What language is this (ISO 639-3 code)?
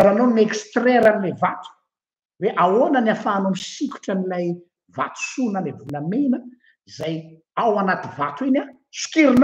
mlg